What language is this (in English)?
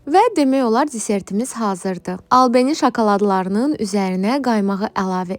Azerbaijani